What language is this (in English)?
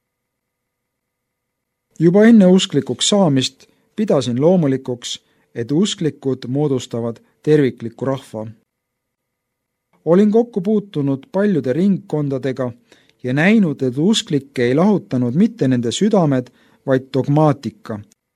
Estonian